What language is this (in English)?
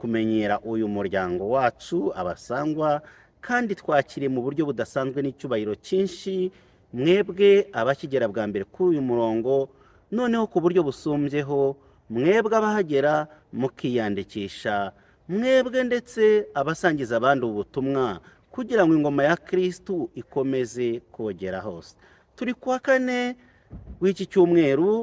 Kinyarwanda